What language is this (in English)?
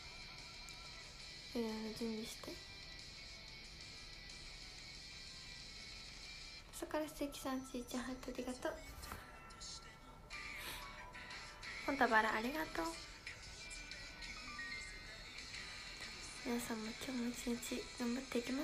Japanese